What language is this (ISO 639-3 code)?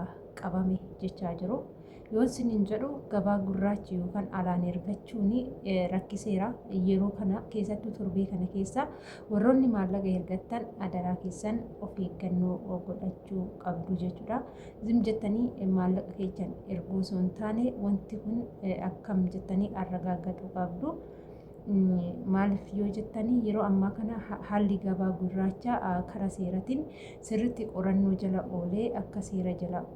orm